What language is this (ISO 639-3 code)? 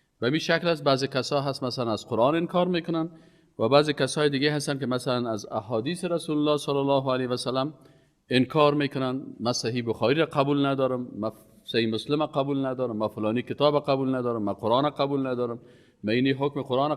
fas